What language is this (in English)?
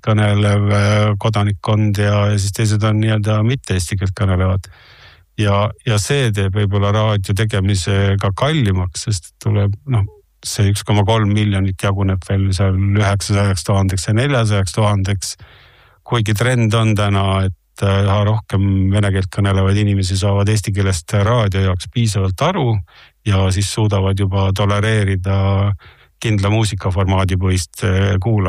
Estonian